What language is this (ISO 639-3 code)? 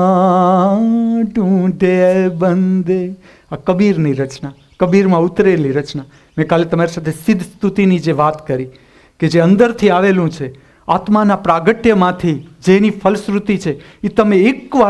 guj